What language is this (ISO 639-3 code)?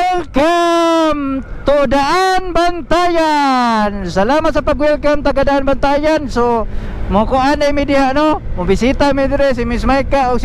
ceb